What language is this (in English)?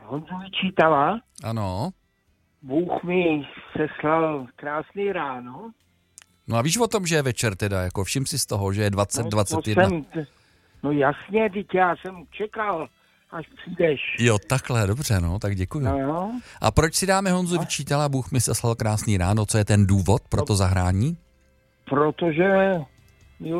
Czech